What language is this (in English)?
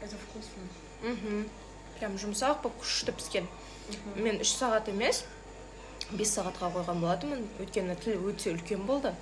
Kazakh